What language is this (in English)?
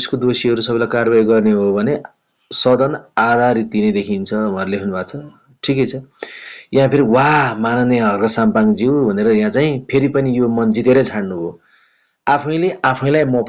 Nepali